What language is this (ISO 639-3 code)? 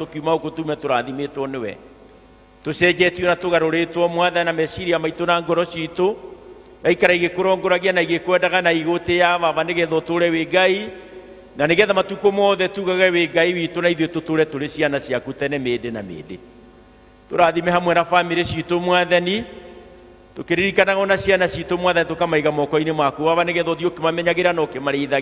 kik